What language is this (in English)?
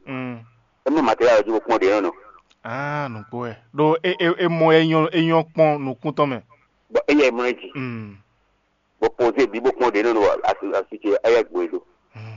Fon